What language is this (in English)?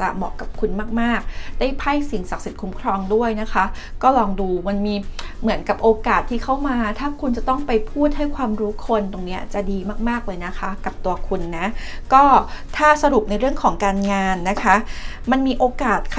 Thai